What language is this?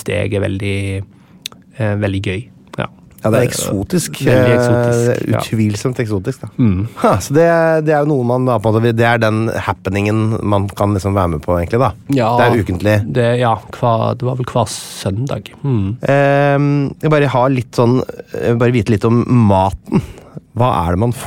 Norwegian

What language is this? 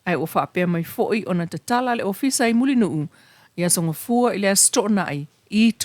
Samoan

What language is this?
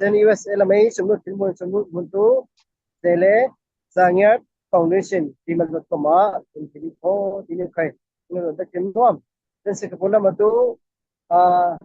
Falam Chin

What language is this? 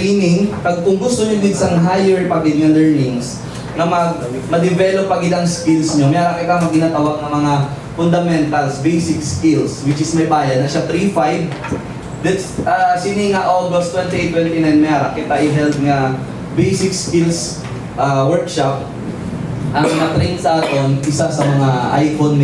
Hiligaynon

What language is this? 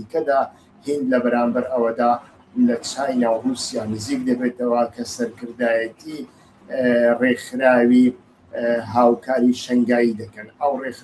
Central Kurdish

